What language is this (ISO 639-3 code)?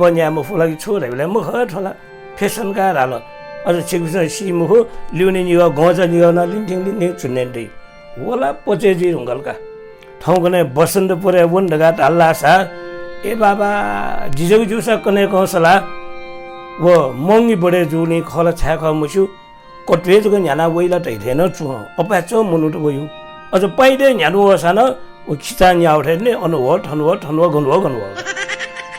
new